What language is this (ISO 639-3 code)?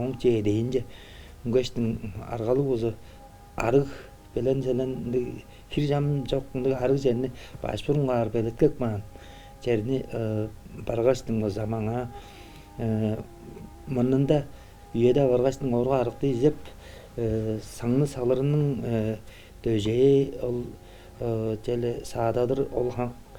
tyv